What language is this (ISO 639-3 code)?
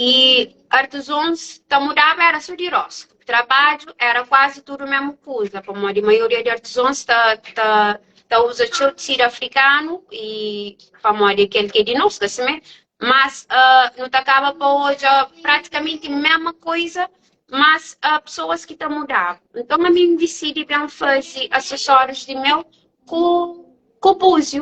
kea